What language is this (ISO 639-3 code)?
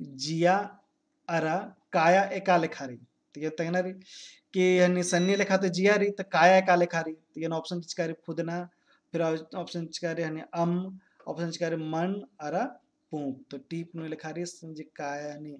kru